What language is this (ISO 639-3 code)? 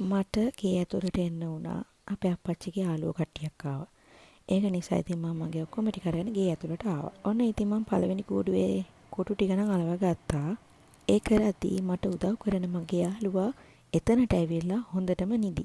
sin